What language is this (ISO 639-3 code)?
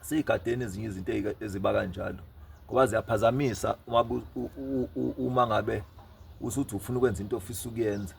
zul